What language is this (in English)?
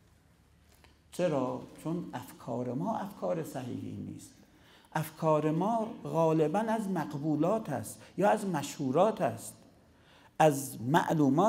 Persian